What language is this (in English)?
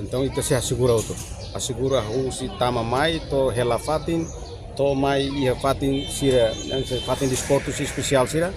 Tetum